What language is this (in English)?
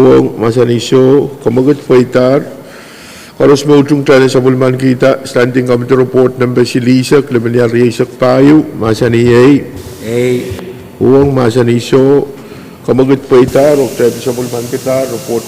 Pohnpeian